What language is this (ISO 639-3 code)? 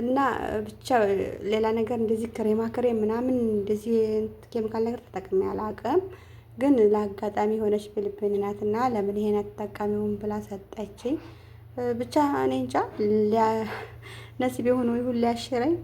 amh